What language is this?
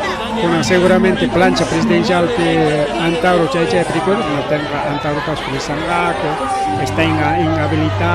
Ayacucho Quechua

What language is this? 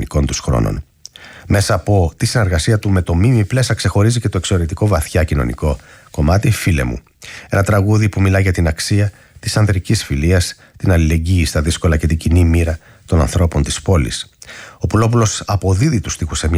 Greek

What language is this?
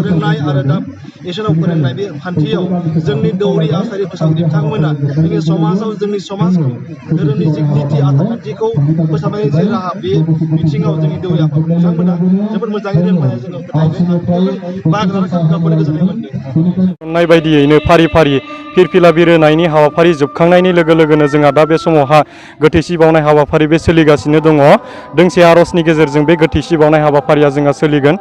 Bodo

